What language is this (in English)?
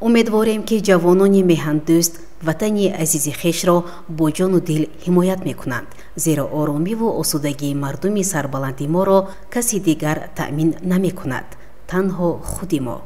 Tajik